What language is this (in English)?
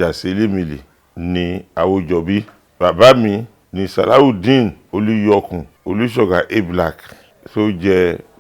Yoruba